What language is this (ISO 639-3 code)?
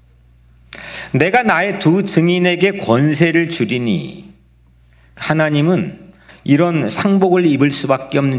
kor